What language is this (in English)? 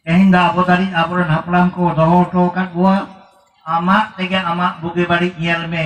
Santali